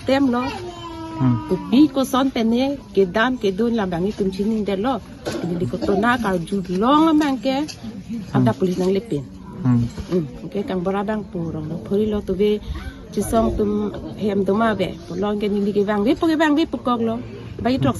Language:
Karbi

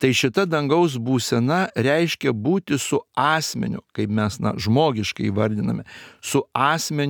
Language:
Lithuanian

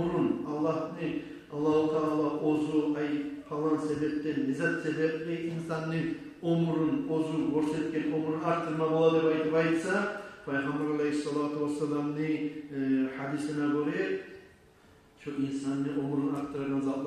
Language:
Kumyk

